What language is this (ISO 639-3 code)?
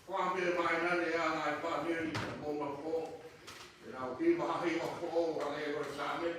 ton